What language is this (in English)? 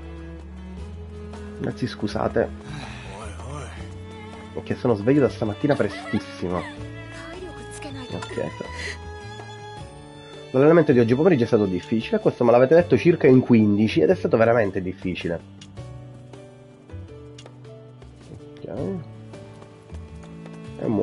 Italian